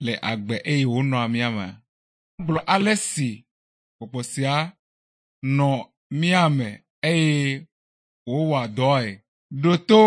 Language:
Ewe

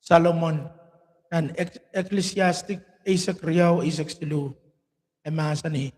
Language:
Pohnpeian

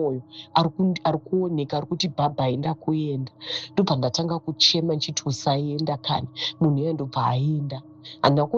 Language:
Shona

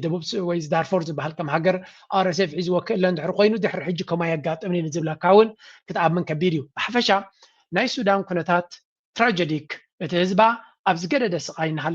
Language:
Tigrinya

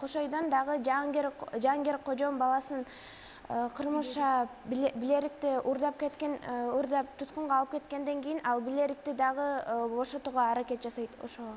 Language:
Kyrgyz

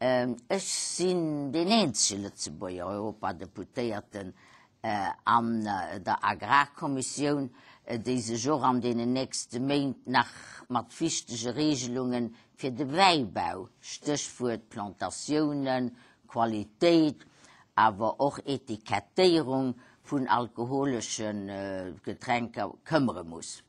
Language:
Luxembourgish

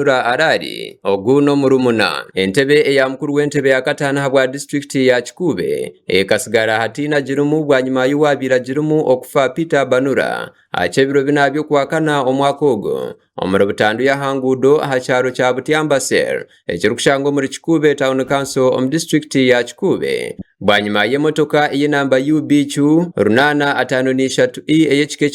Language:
Nyankole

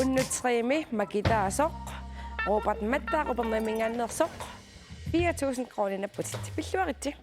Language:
Kalaallisut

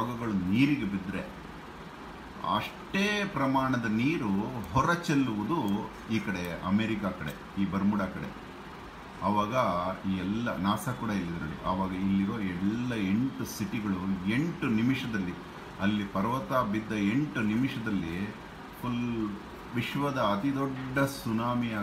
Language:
Kannada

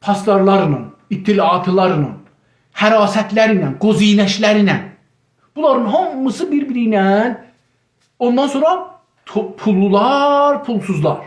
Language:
South Azerbaijani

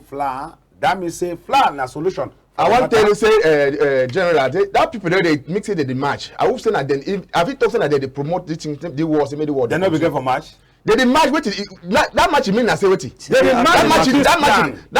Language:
Cameroon Pidgin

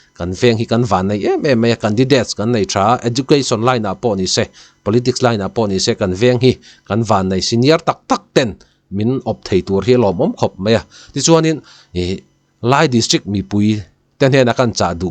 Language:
Mizo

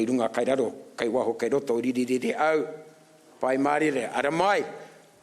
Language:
Māori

